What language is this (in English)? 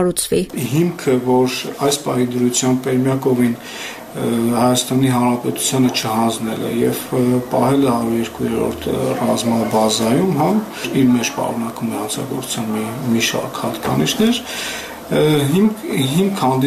Armenian